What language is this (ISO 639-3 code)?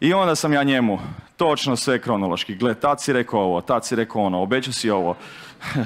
hrv